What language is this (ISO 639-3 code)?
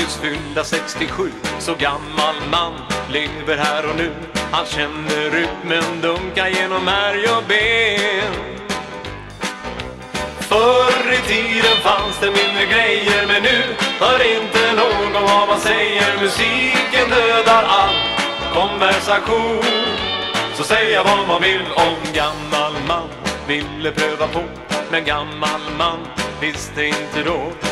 swe